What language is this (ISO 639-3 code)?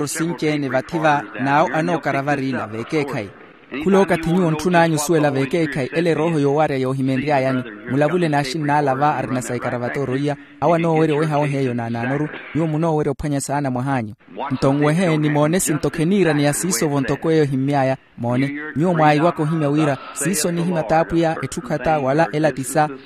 vmw